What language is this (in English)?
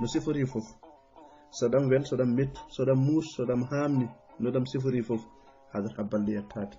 Fula